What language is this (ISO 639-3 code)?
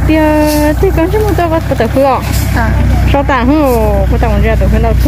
hmn